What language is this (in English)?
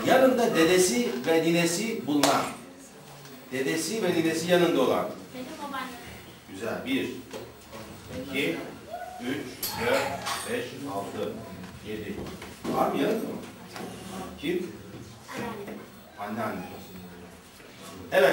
Turkish